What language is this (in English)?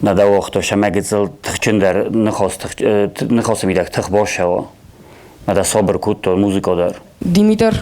Ossetic